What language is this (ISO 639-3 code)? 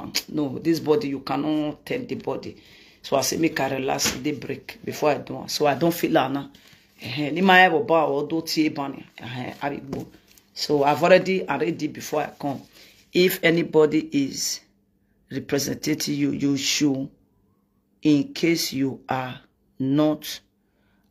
pcm